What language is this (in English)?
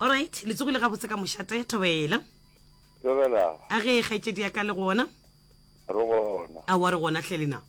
Northern Sotho